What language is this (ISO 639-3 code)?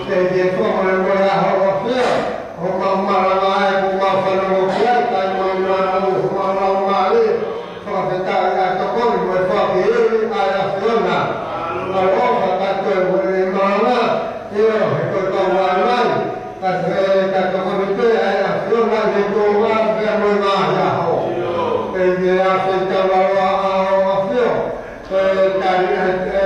ton